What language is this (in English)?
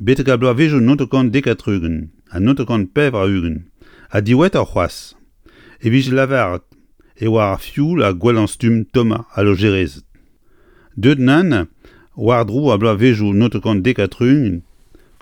Breton